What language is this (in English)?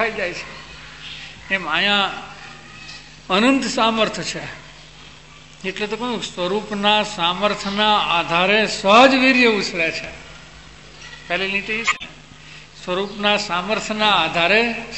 Gujarati